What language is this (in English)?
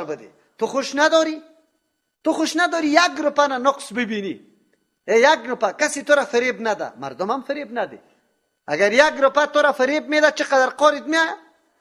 Persian